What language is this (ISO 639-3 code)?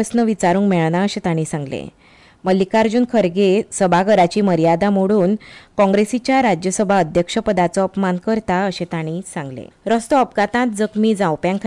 kok